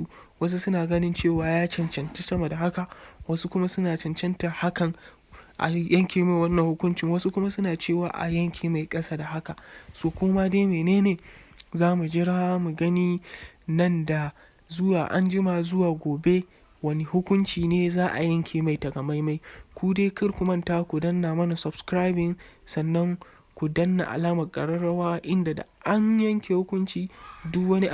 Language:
Hausa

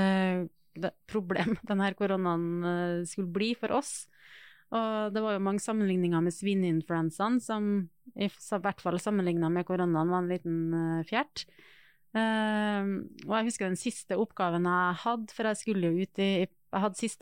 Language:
Norwegian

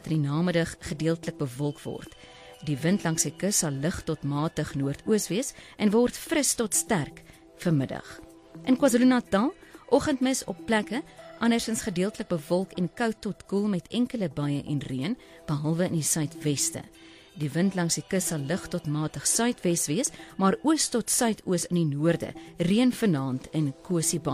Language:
Afrikaans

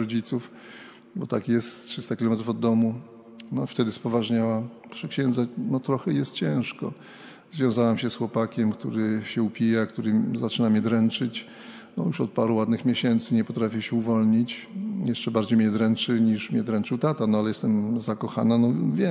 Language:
Polish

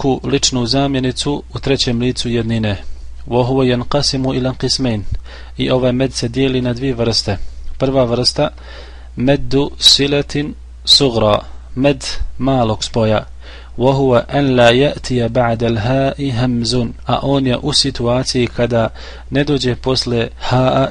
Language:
Bosnian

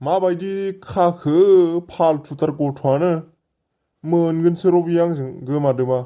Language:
Bodo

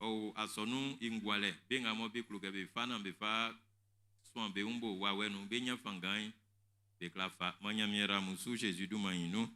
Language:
Baoulé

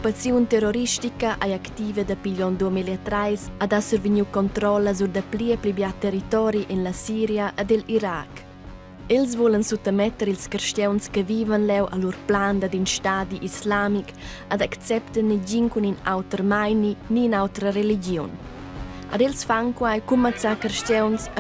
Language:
Romansh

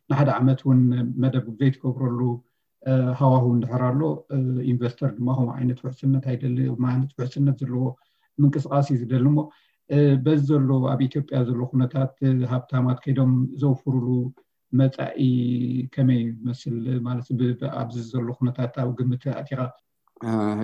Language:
Tigrinya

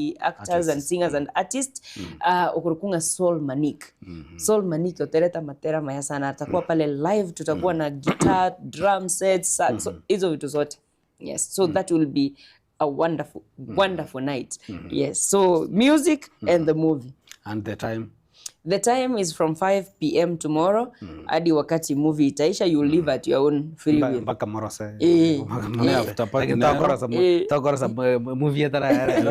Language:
Gusii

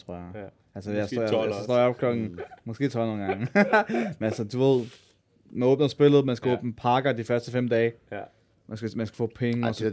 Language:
Danish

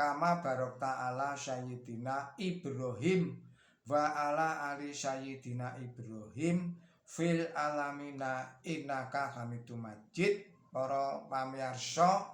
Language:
Javanese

